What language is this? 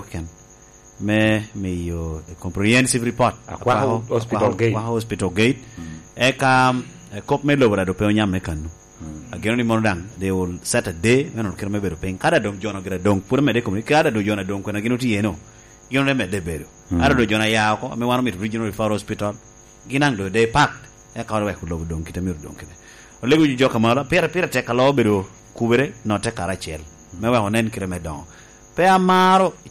Lango (Uganda)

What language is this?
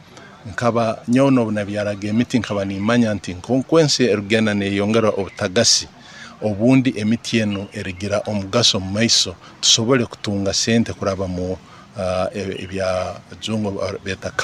Nyoro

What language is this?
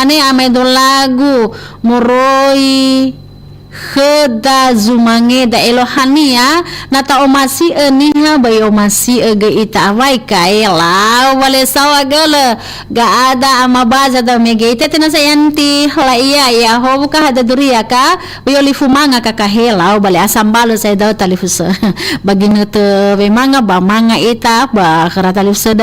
Nias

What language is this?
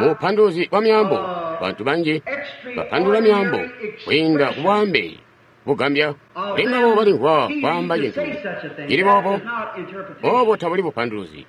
Tonga (Zambia)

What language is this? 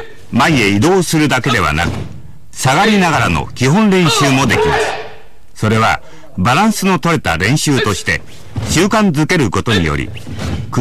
Japanese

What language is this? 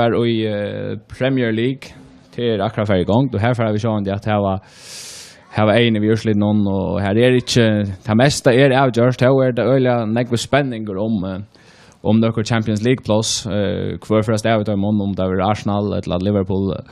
Faroese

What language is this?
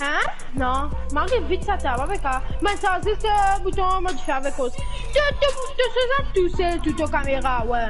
Morisyen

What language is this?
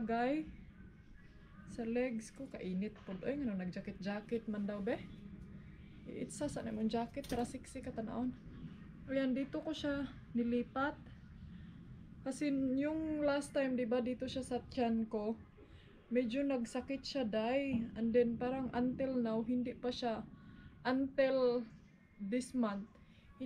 Filipino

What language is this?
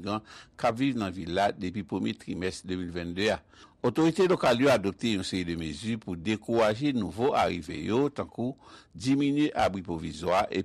Haitian Creole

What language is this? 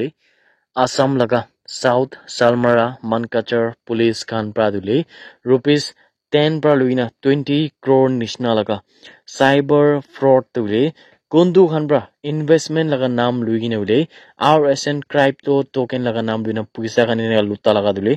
Naga Pidgin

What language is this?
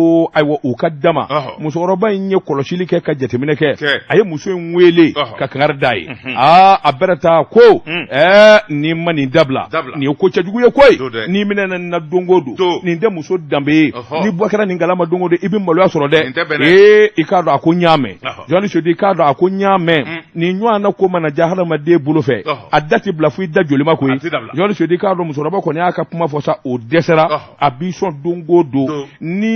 Bambara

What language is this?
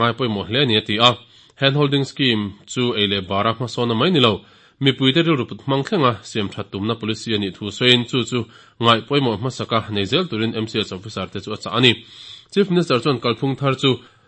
Mizo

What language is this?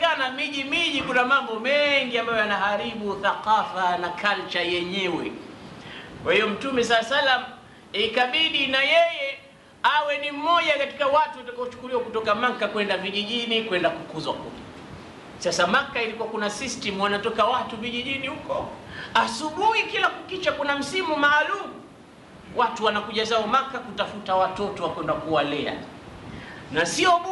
Swahili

